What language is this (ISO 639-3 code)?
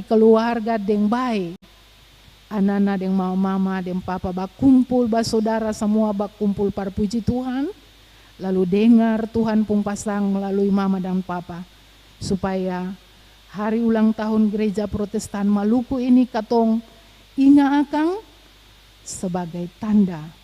abs